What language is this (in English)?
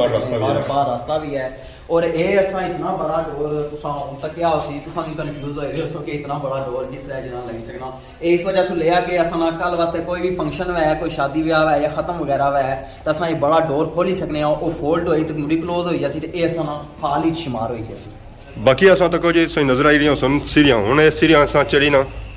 Pahari-Potwari